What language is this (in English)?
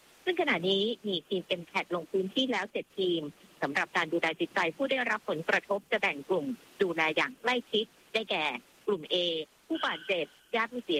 Thai